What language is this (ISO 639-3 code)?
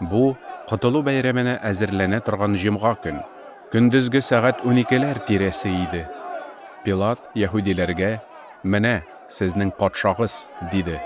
tat